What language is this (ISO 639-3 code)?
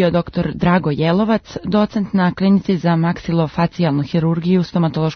srp